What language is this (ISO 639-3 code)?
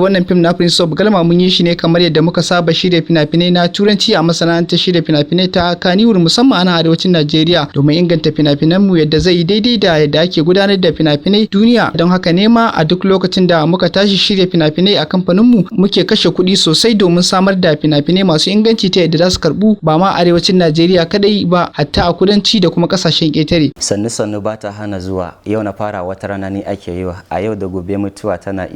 hau